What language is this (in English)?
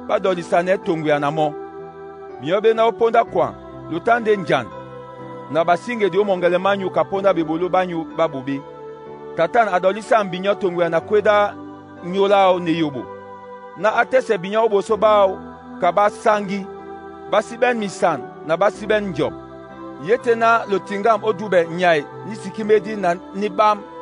Duala